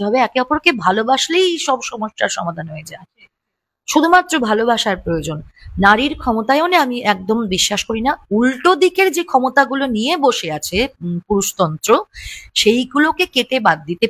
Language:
Bangla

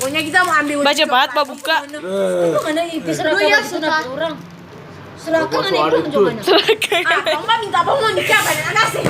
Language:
Manado Malay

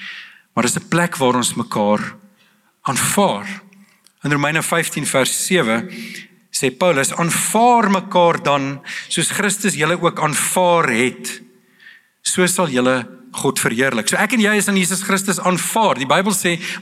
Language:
Afrikaans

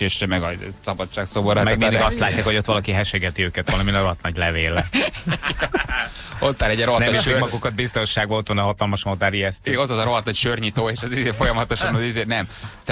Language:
Hungarian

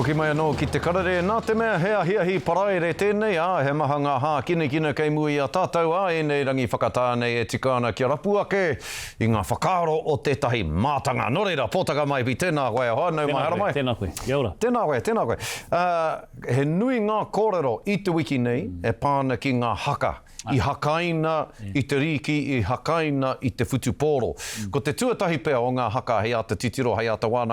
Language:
Māori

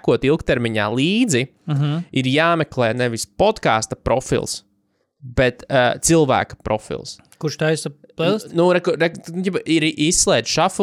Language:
Latvian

